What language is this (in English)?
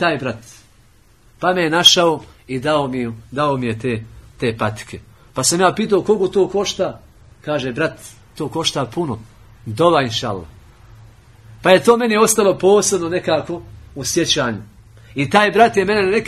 Bosnian